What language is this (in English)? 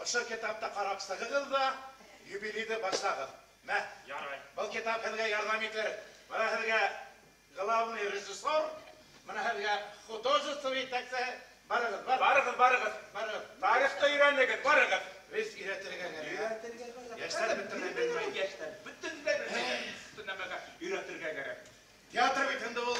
Bashkir